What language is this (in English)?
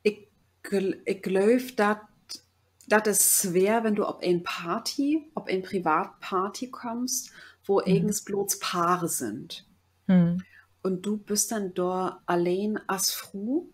Low German